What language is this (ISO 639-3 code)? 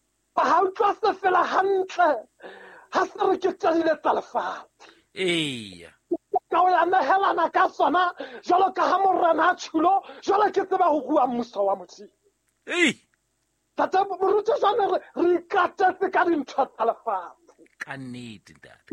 sot